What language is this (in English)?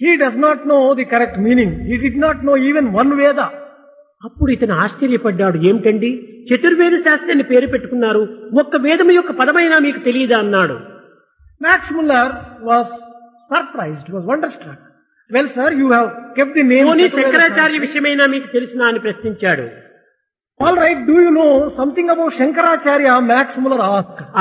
Telugu